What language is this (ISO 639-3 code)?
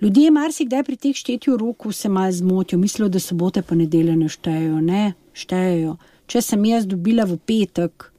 slv